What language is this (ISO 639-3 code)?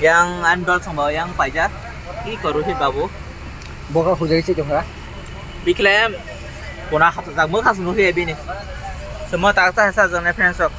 trp